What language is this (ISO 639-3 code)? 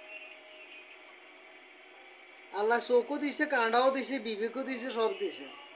ben